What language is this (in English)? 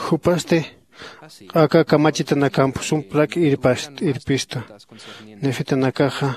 Aymara